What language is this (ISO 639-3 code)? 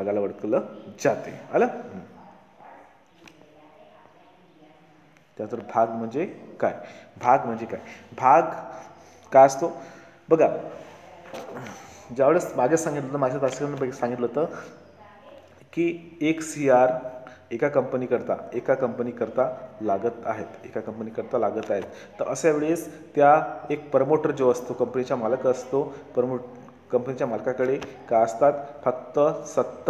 mar